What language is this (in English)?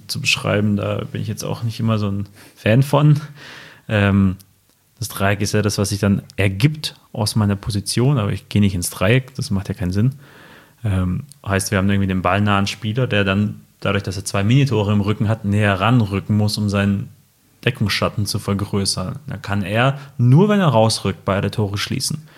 German